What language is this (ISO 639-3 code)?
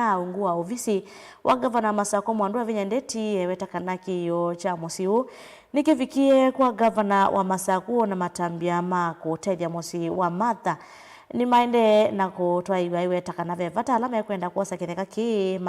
kam